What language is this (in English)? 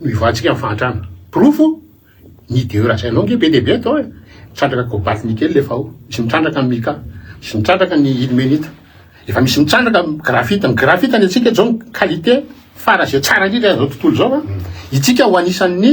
Malagasy